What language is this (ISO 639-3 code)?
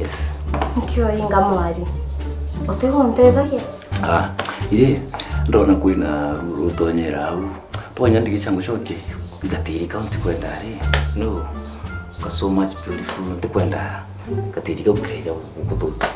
mer